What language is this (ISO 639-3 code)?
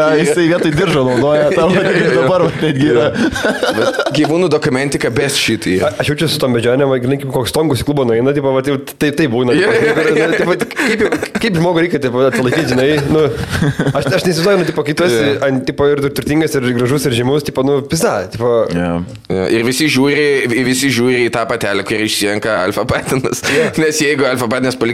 lit